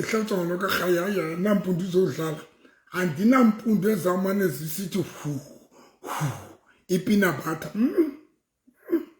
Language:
Southern Sotho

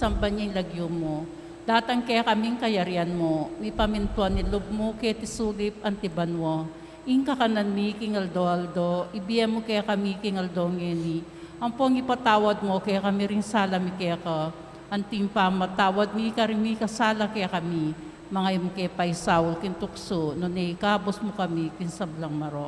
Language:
Pampanga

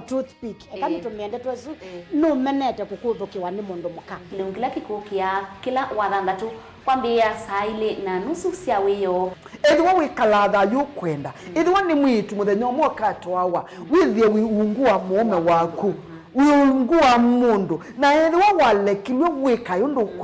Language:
Kamba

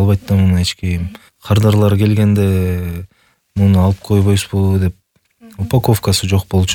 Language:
Kyrgyz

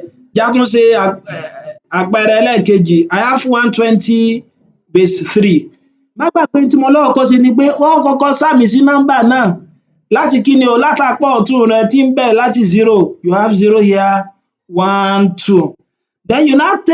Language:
Yoruba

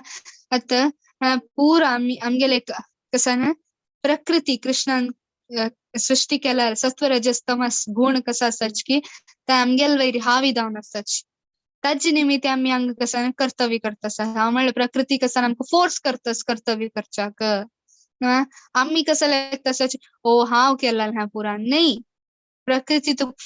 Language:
Konkani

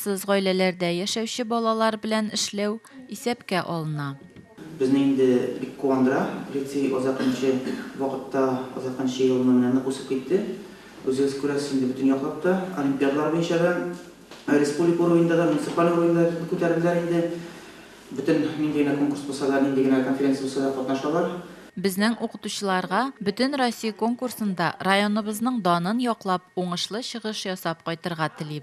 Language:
Tatar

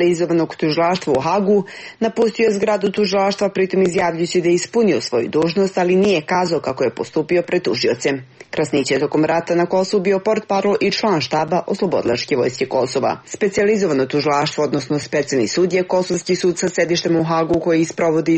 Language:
Serbian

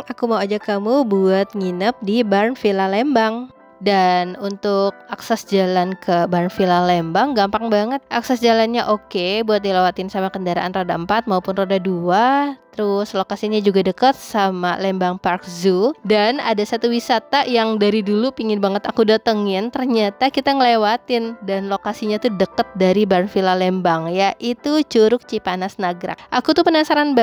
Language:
Indonesian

